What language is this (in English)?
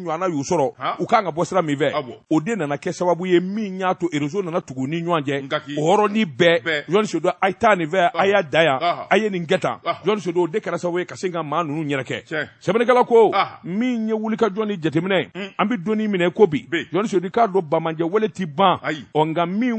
Bambara